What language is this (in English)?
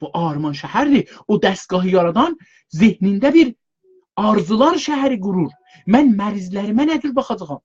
South Azerbaijani